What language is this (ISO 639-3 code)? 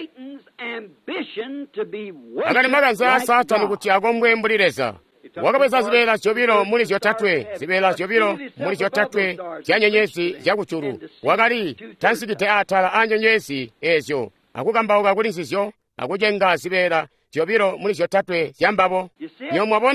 toi